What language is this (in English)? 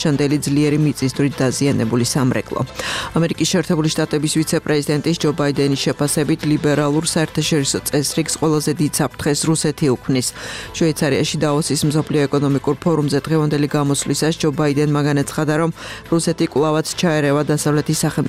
Georgian